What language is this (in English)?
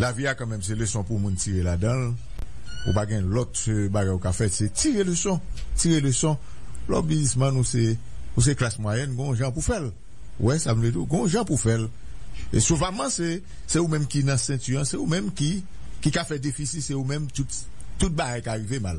Haitian Creole